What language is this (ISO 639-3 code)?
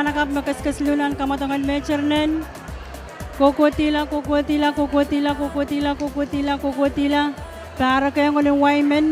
pon